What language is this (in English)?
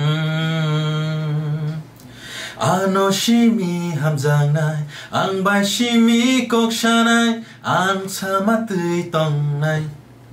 Kok Borok